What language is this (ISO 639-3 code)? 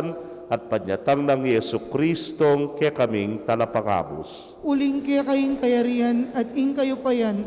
pam